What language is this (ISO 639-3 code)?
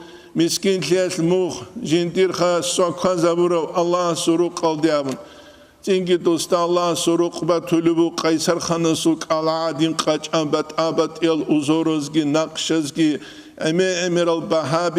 ava